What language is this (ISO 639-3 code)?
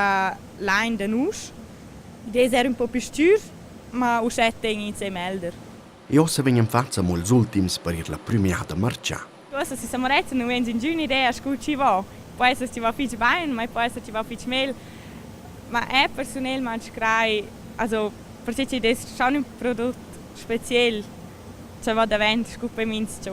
roh